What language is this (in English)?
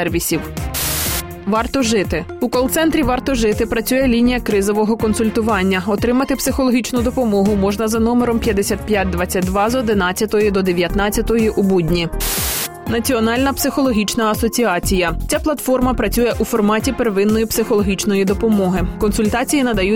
Ukrainian